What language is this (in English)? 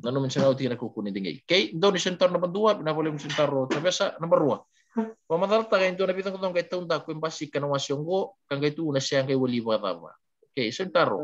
Fijian